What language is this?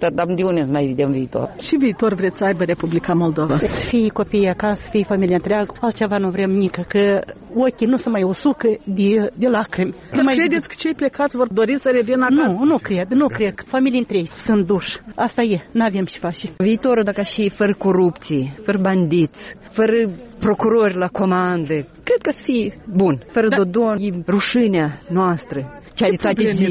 Romanian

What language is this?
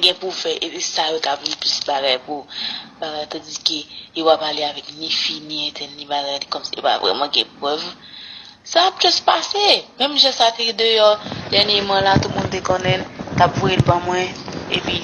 Haitian Creole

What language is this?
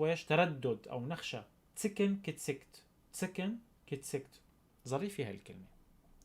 North Levantine Arabic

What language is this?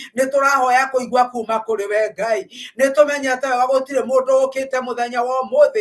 Kikuyu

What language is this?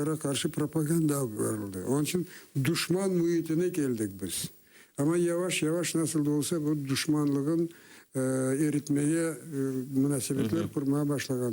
Crimean Tatar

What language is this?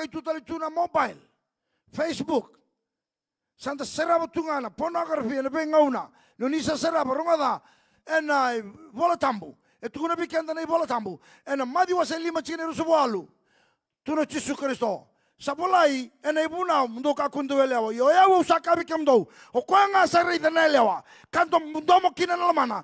Fijian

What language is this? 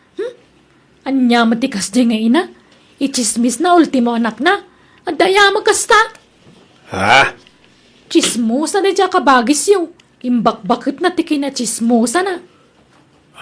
Iloko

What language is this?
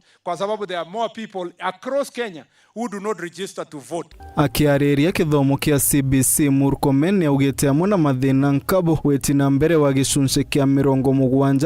Meru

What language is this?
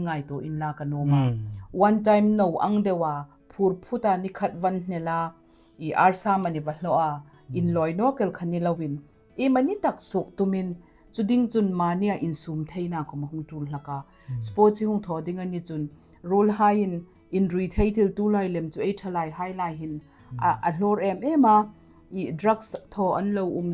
Hmar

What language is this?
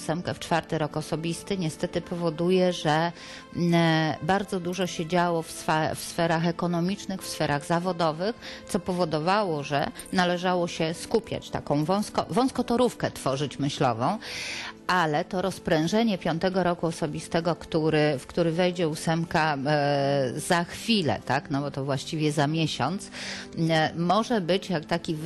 Polish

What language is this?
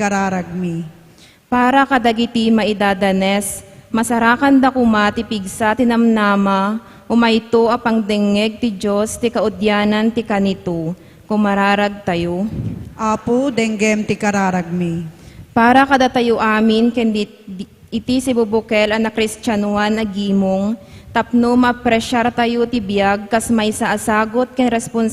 Iloko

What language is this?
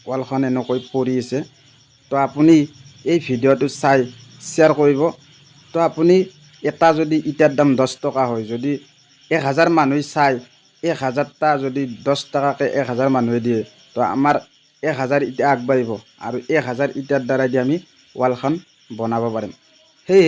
Assamese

